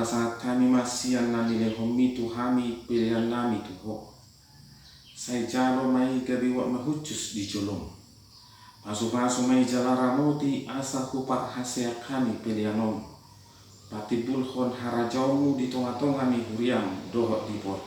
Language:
Batak Toba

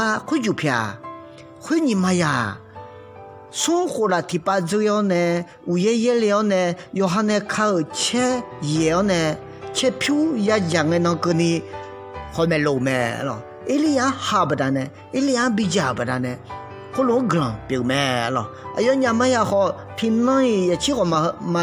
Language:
Akha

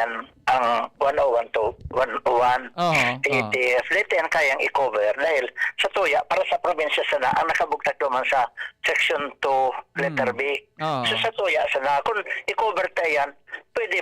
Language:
Bikol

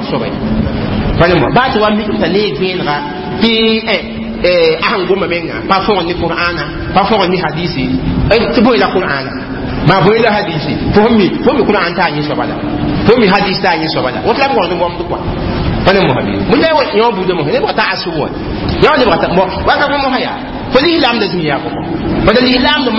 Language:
Mossi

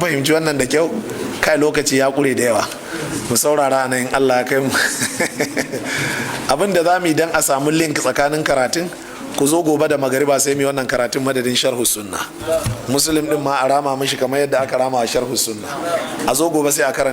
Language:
Hausa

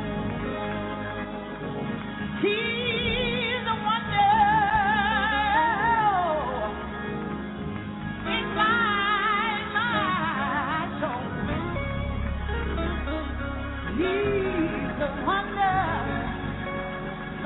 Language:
English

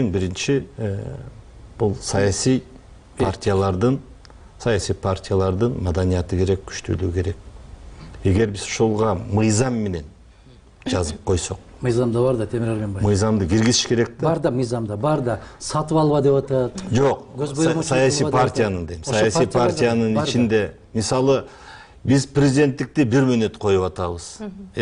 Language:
Kyrgyz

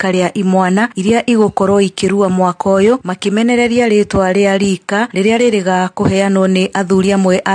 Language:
Kikuyu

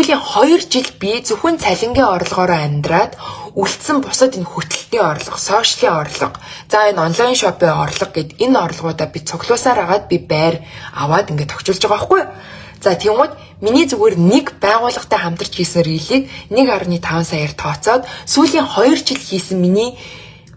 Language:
Mongolian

